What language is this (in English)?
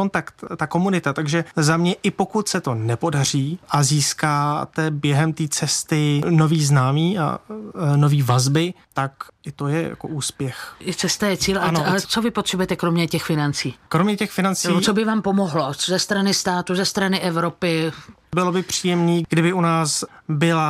Czech